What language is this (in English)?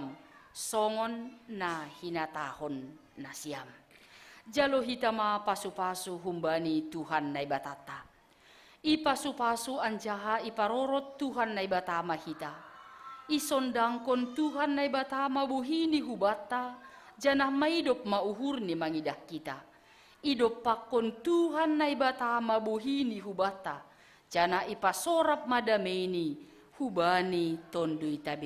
Batak Simalungun